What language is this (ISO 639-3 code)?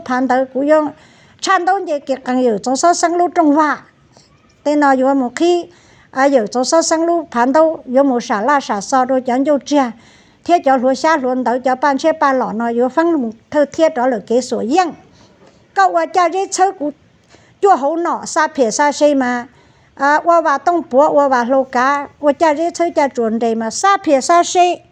hmn